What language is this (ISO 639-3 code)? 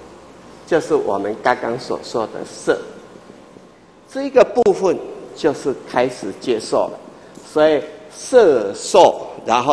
zho